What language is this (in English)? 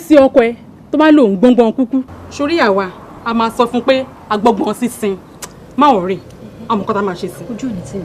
Yoruba